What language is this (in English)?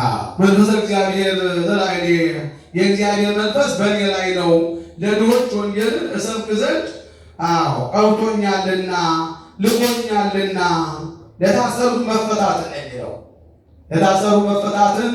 Amharic